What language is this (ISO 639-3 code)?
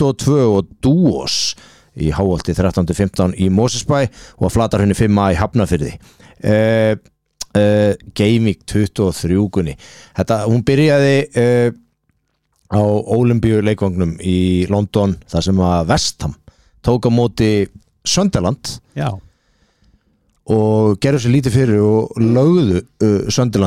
isl